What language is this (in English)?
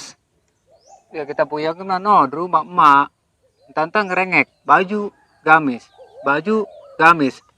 Betawi